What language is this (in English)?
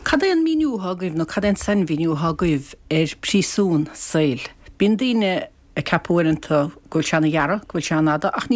Irish